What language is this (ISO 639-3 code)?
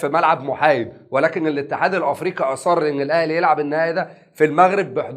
arz